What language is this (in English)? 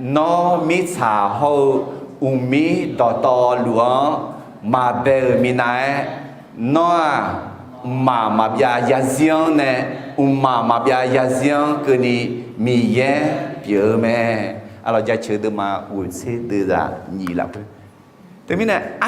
Akha